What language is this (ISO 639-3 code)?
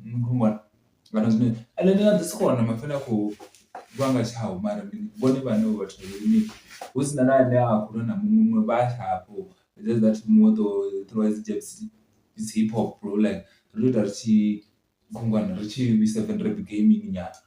ven